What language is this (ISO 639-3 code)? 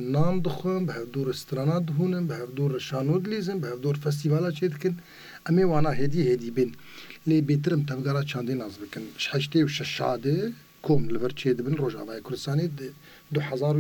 kur